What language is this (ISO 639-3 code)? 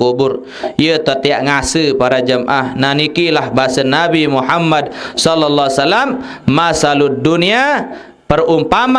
sas